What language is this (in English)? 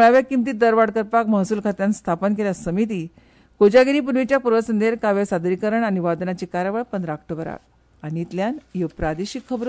Konkani